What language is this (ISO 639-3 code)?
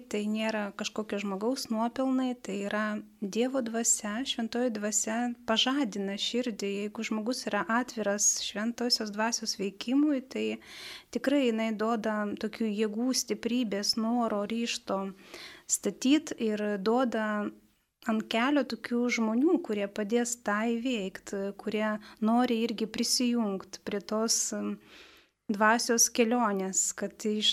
lit